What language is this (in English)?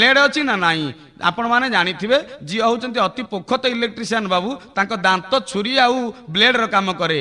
Odia